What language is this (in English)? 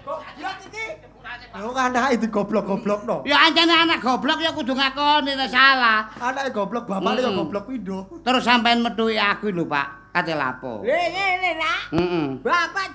Javanese